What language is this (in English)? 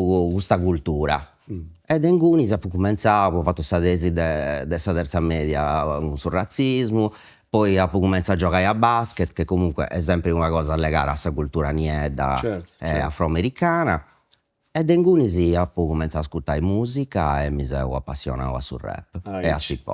Sardinian